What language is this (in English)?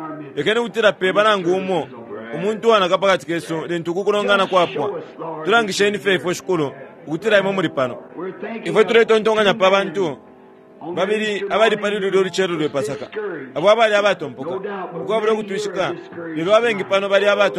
Bemba